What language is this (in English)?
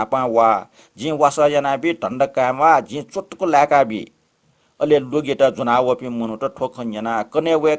Newari